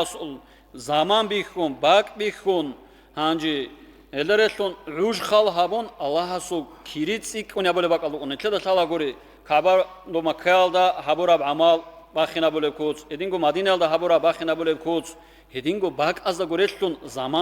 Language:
Avaric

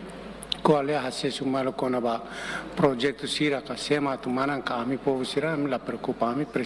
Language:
Tetum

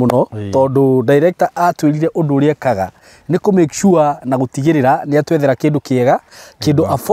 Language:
Kikuyu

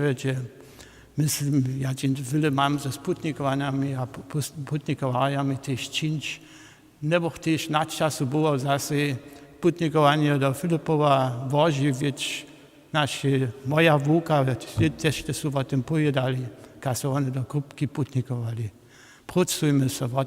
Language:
Upper Sorbian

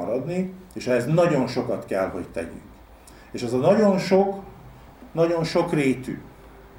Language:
Hungarian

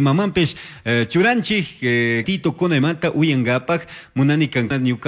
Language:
Chimborazo Highland Quichua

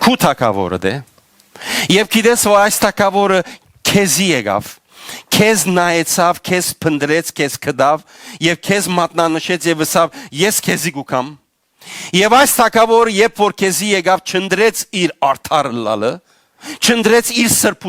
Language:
Western Armenian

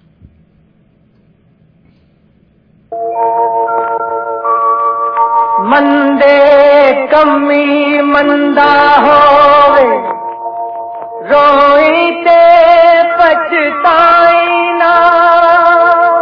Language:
Punjabi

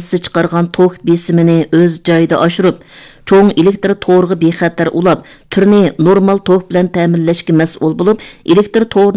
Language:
Uyghur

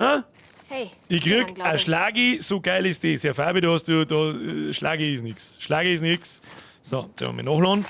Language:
Bavarian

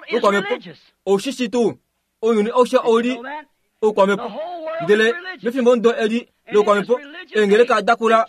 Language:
Kuanyama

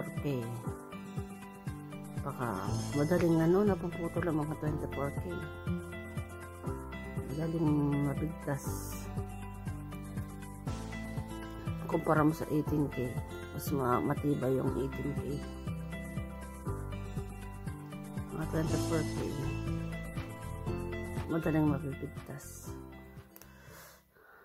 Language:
Filipino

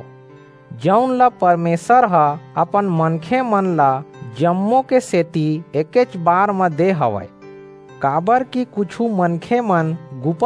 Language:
Chhattisgarhi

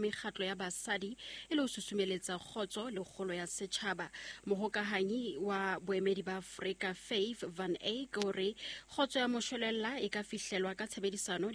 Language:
Southern Sotho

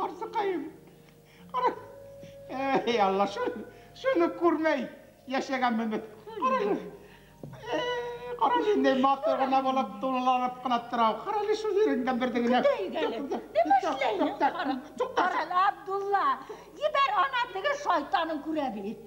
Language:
Bashkir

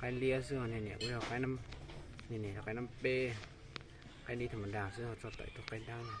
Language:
Hmong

